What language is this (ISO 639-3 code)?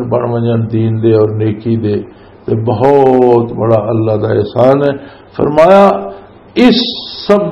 lah